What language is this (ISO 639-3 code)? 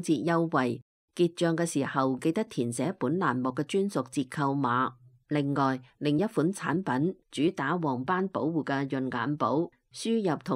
yue